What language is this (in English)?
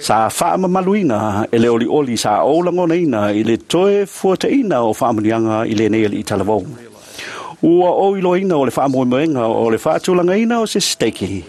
Samoan